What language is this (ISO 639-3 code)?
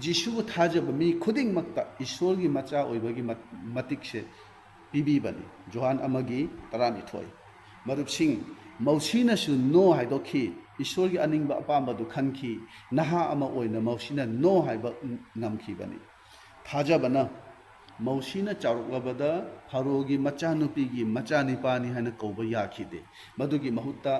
mni